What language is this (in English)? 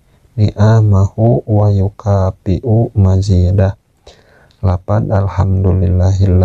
Sundanese